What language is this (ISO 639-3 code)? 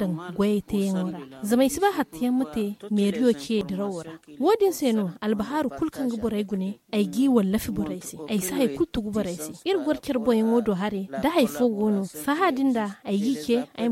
dje